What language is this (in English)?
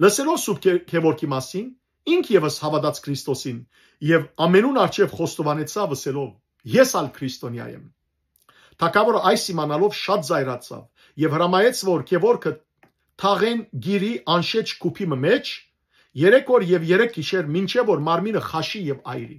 Western Armenian